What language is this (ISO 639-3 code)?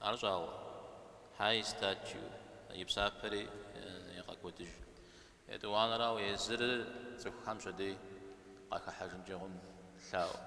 kbd